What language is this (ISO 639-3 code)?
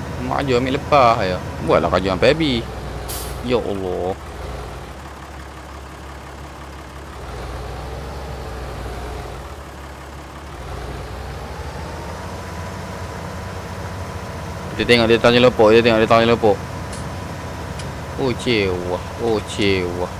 msa